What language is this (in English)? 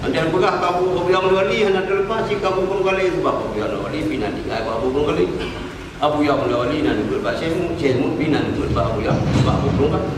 Achinese